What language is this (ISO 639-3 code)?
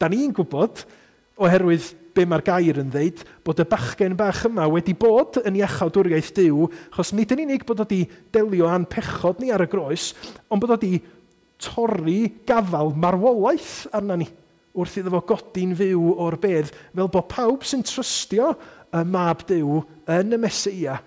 cym